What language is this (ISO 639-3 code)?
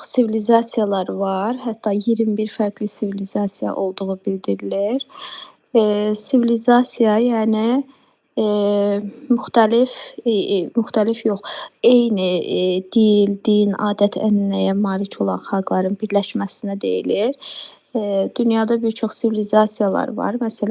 aze